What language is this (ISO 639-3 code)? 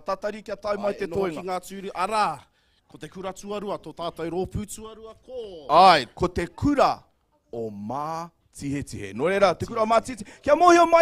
mri